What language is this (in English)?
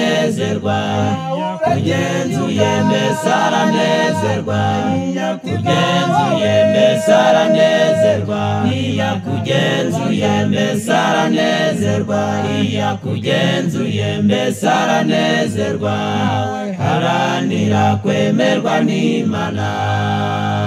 Kinyarwanda